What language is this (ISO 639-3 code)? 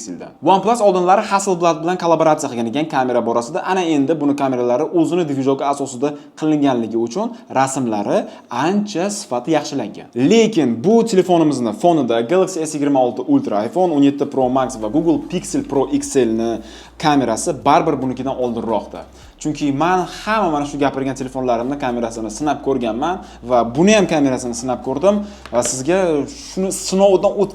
uzb